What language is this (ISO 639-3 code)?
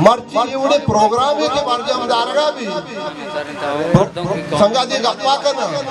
bal